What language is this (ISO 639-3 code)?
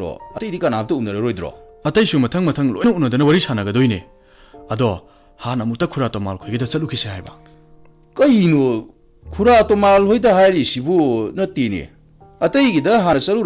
mni